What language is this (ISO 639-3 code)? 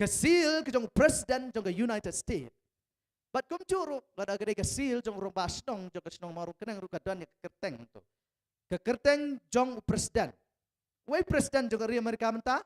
kha